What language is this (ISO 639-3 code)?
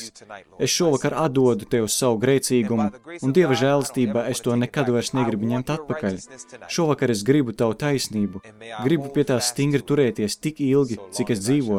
lav